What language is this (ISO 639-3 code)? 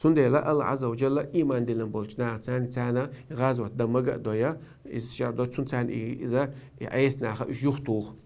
che